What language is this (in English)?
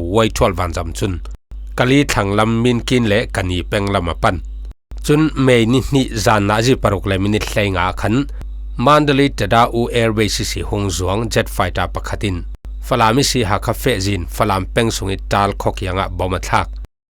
Falam Chin